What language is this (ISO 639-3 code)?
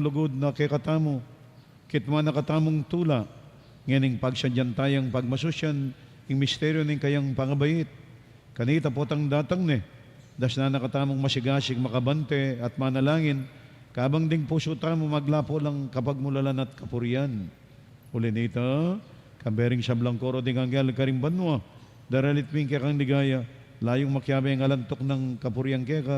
pam